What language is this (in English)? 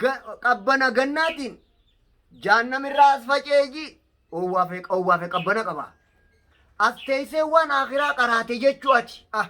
Oromo